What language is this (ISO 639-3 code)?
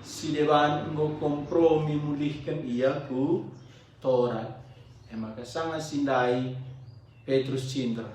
btx